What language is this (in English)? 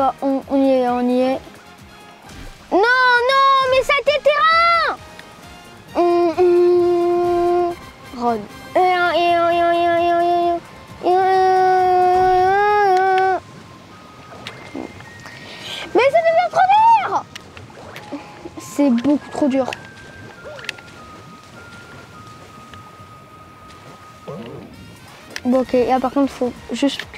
French